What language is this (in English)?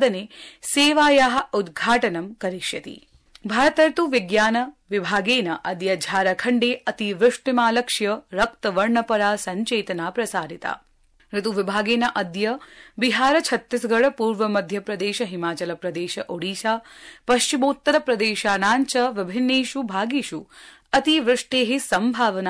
Sanskrit